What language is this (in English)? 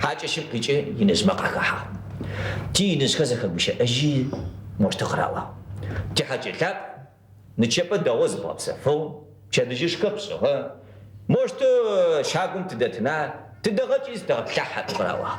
Adyghe